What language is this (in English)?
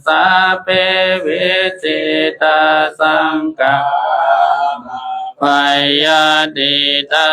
Pali